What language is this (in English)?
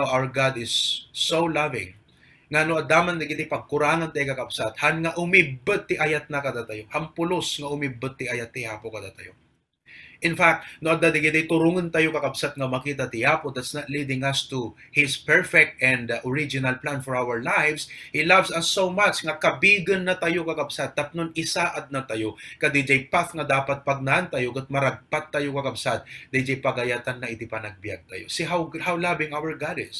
Iloko